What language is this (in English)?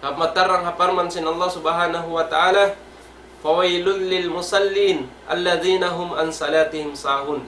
Tausug